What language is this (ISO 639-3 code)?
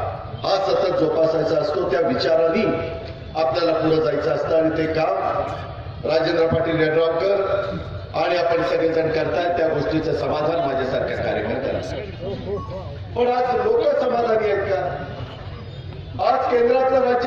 mar